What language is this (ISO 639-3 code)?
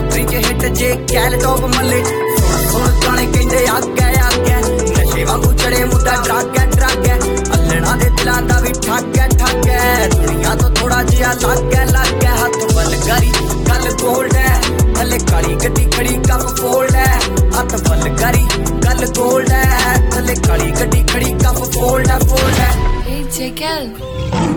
pan